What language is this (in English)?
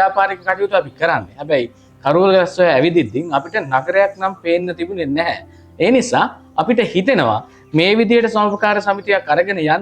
Sinhala